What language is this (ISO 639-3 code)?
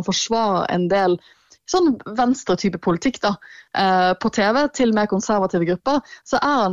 nor